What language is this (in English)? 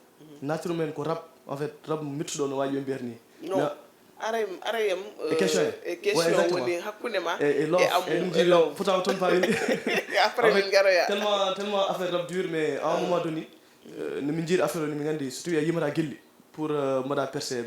Fula